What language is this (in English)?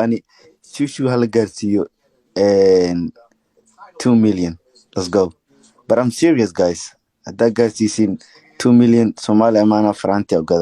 Somali